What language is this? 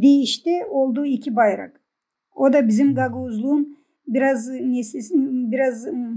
Gagauz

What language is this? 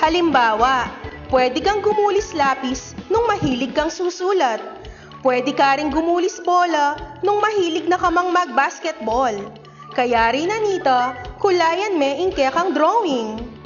Pampanga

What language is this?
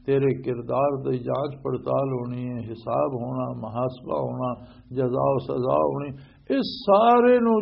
Western Panjabi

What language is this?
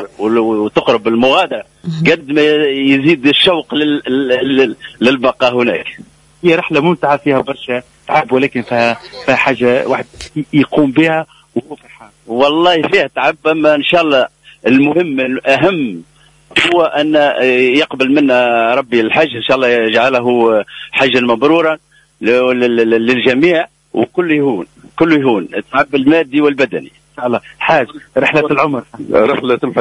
Tunisian Arabic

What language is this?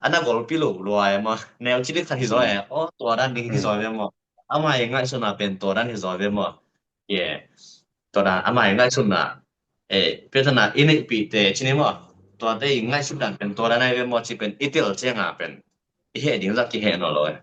Tedim Chin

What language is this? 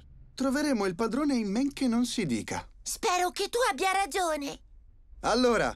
Italian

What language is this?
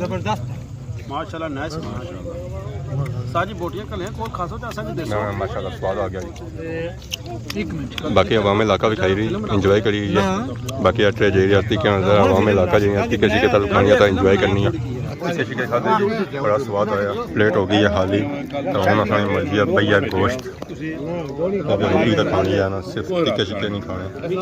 Pahari-Potwari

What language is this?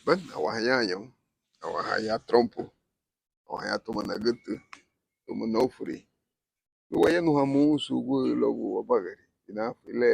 Garifuna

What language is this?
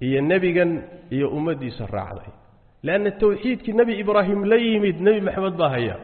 Somali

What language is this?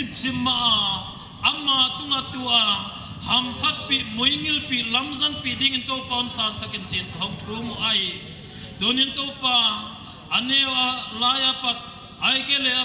Paite Chin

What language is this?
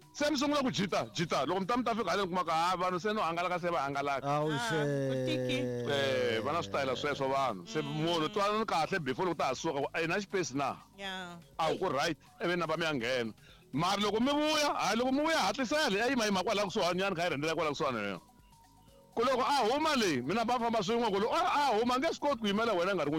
Tsonga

